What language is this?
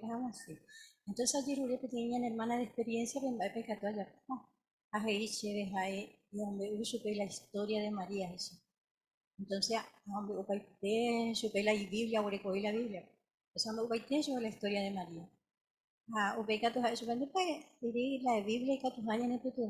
Guarani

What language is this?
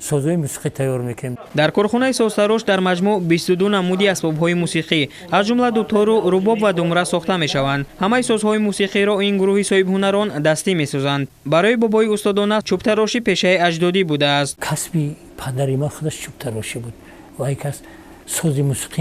Tajik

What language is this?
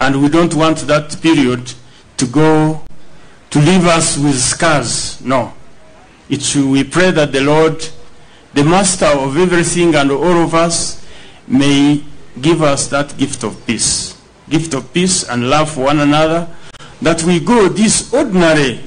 Nyankole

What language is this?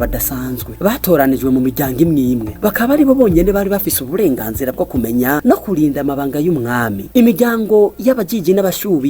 Rundi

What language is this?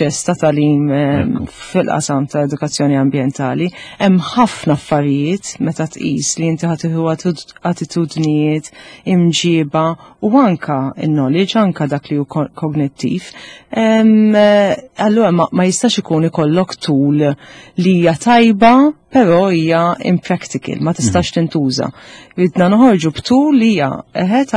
Maltese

